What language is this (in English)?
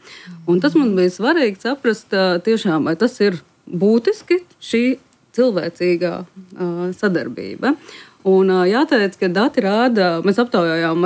Latvian